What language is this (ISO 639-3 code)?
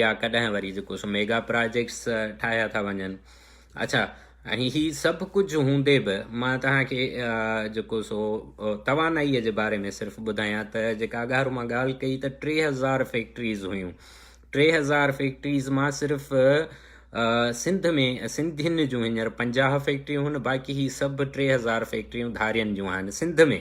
snd